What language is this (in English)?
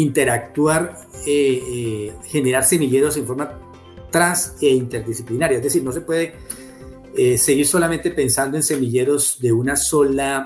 Spanish